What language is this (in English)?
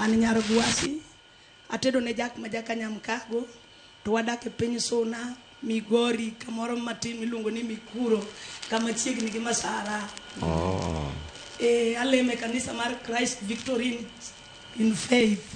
Luo (Kenya and Tanzania)